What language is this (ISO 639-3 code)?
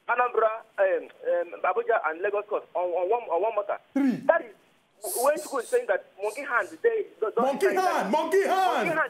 pcm